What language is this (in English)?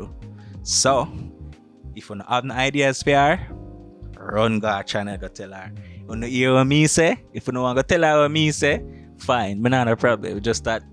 Jamaican Creole English